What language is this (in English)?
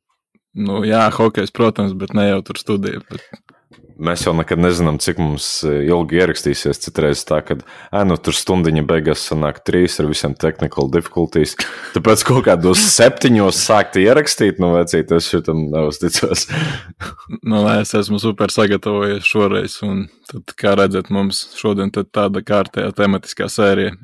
Latvian